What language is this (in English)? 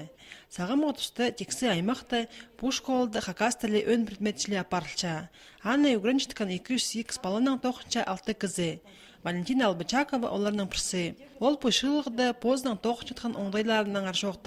Khakas